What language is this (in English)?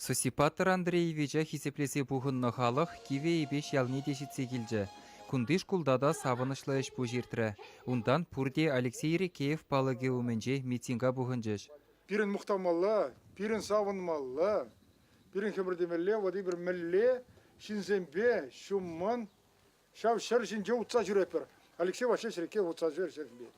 Chuvash